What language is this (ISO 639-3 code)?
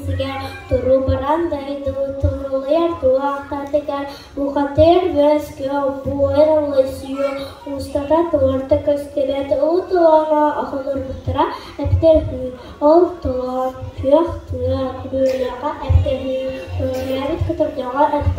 sah